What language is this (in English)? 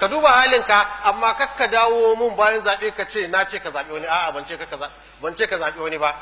Hausa